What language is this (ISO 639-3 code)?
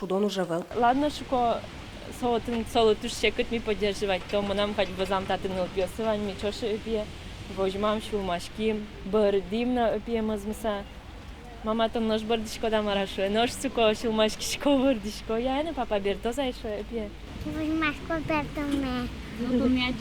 udm